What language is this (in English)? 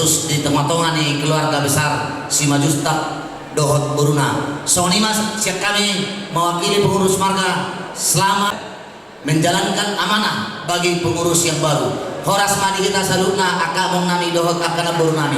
Batak Toba